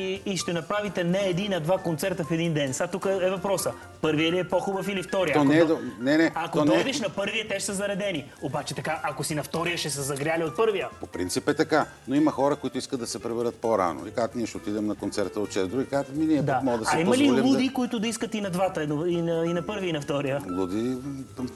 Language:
Bulgarian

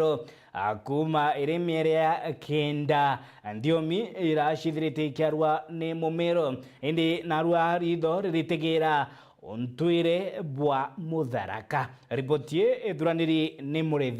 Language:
Meru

